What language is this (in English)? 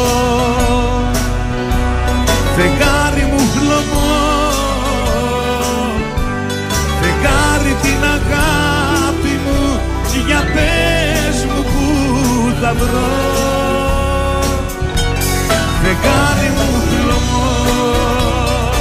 Greek